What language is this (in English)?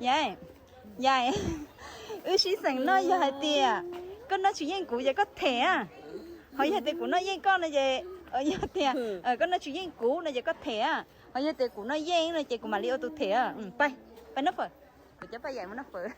Hmong